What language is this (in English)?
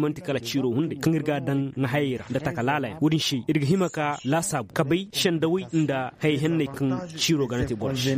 Zarma